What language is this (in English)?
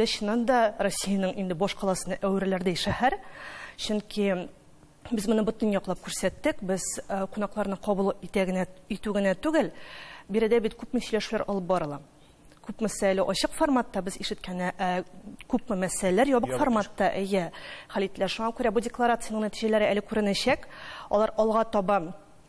Tatar